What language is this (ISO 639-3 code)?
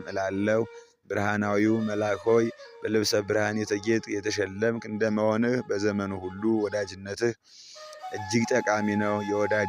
amh